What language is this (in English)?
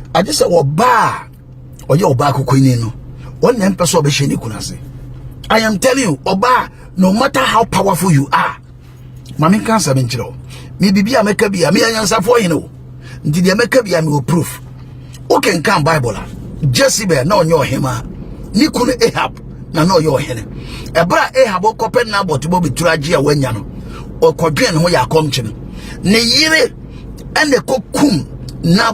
Akan